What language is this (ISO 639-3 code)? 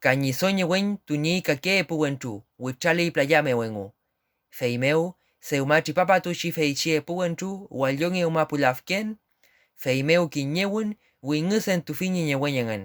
arn